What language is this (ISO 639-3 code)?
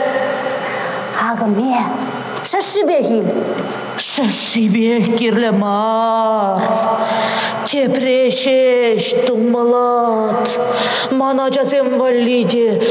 chv